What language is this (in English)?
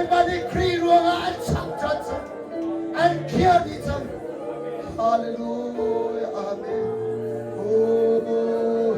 Hakha Chin